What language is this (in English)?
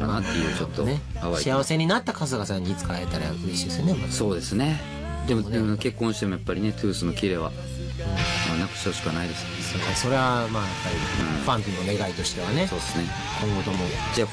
Japanese